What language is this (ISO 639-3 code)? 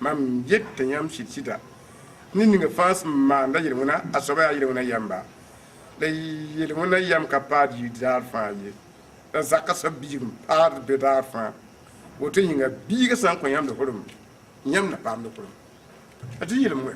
mos